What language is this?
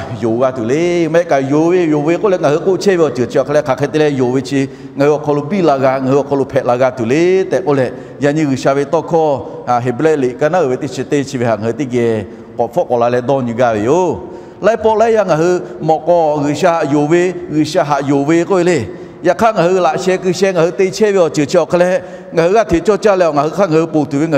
Lahu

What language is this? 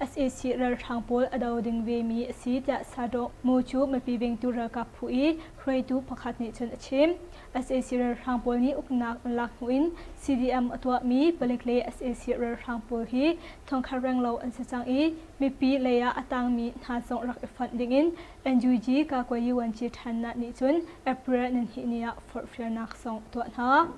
Hakha Chin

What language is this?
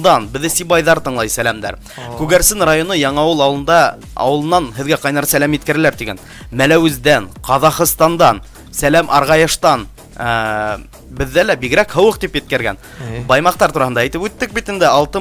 Bashkir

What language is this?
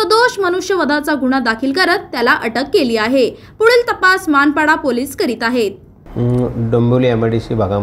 Marathi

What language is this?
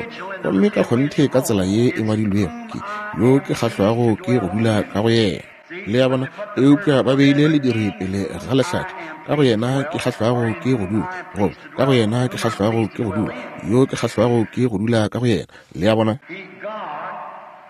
Northern Sotho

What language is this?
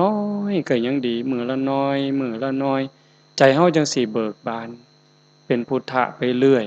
Northeastern Thai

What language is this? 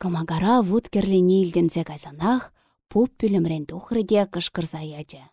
Chuvash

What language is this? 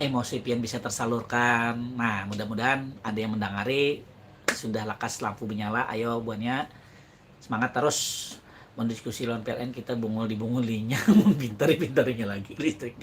Banjar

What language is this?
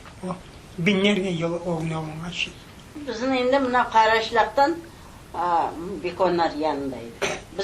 Crimean Tatar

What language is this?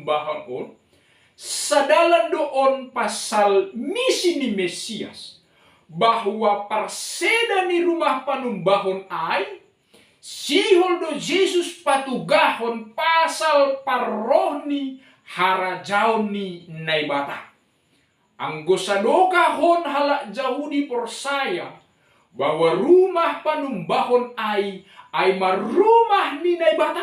Batak Simalungun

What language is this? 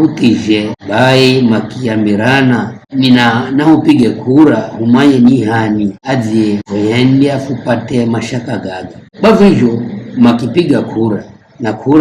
Giryama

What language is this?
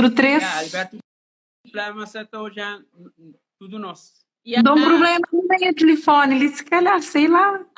Kabuverdianu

